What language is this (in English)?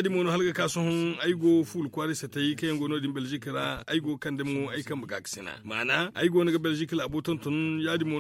Zarma